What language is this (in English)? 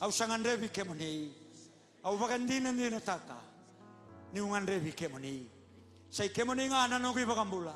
Fijian